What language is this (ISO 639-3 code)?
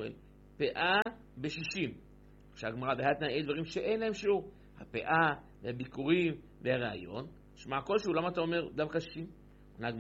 heb